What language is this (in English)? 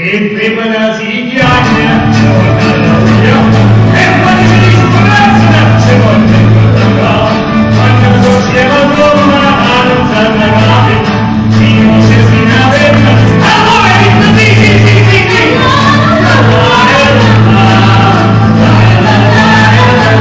Neapolitan